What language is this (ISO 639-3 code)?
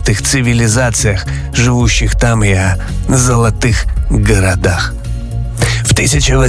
rus